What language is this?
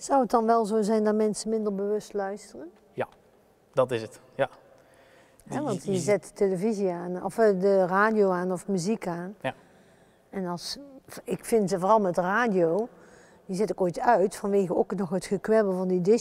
Dutch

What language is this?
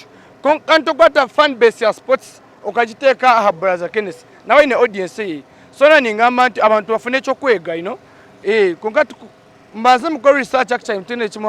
Nyankole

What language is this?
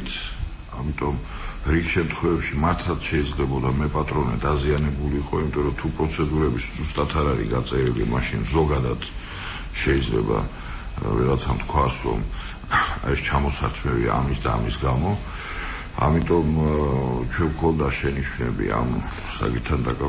Georgian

